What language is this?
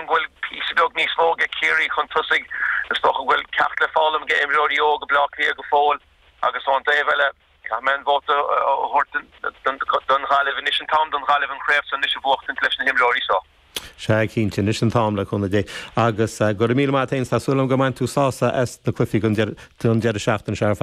Irish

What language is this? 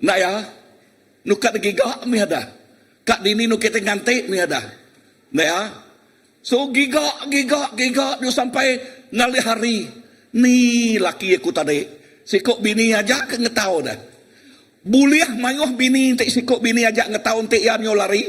Iban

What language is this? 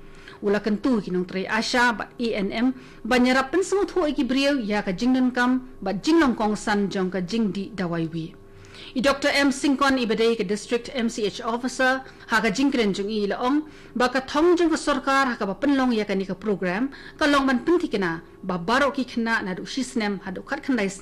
Khasi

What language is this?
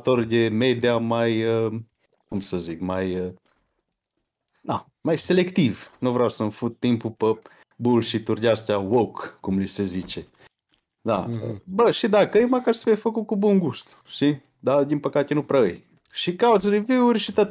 Romanian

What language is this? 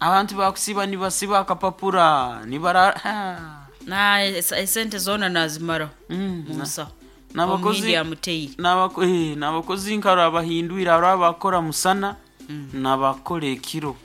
Nyoro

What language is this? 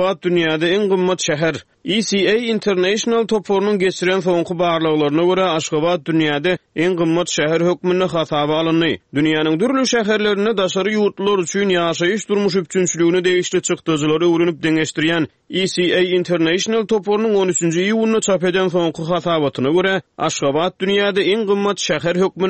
Turkmen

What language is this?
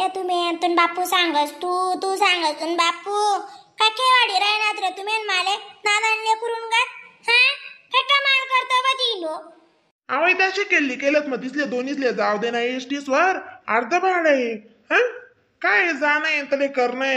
Khandesi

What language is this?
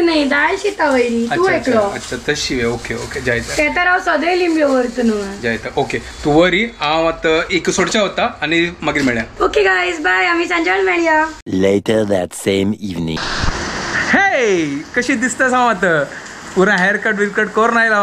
Konkani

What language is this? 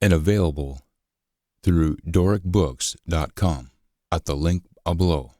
Scots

